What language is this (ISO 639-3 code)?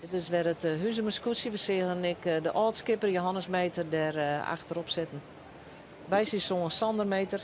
fry